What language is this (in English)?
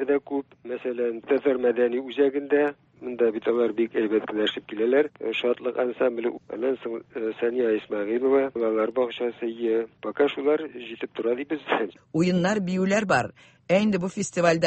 Tatar